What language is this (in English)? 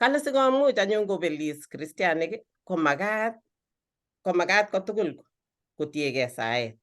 Kalenjin